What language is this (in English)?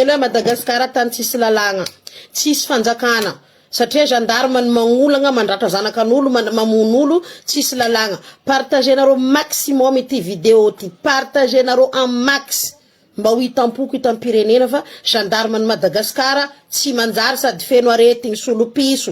Malagasy